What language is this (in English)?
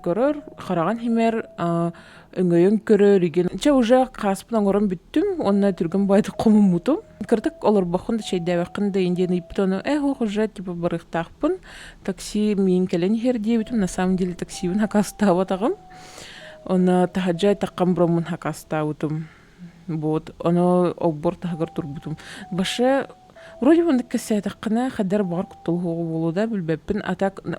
Yakut